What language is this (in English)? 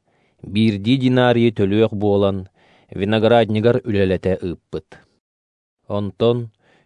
Yakut